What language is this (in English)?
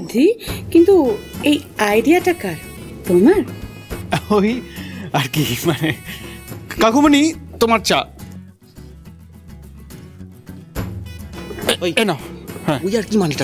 Bangla